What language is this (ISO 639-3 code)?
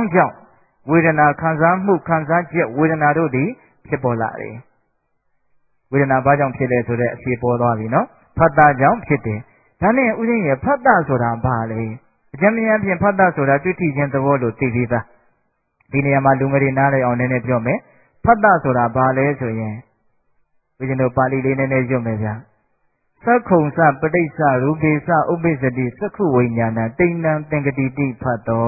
mya